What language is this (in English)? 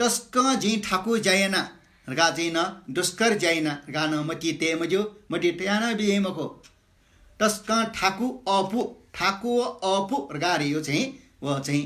Newari